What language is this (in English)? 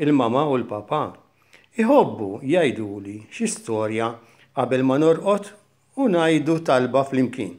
Maltese